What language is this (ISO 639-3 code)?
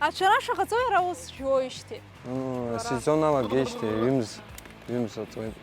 abk